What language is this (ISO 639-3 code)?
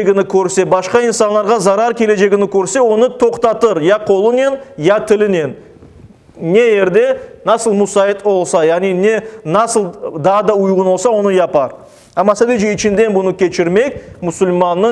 crh